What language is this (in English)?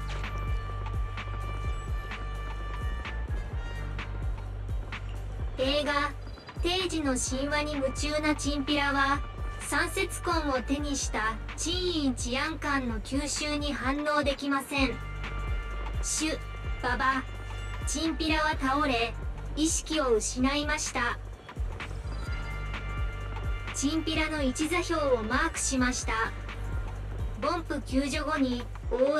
Japanese